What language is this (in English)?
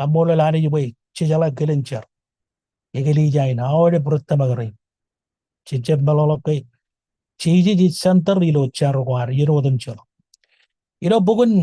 Marshallese